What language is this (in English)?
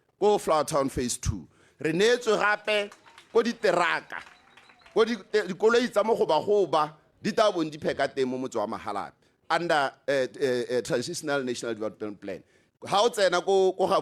Tswana